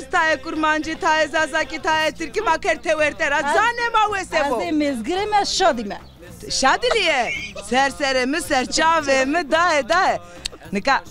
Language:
Zaza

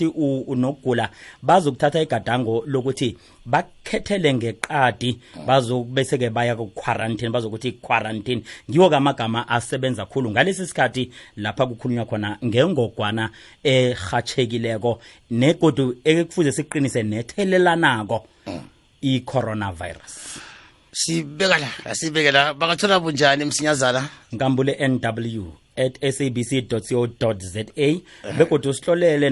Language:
South Ndebele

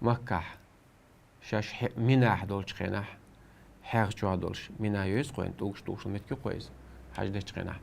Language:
Chechen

